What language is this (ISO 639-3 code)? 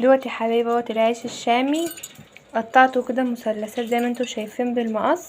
arz